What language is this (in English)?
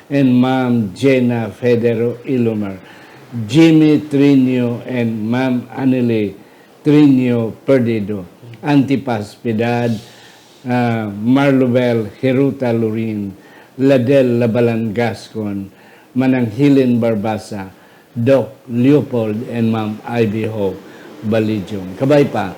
Hiligaynon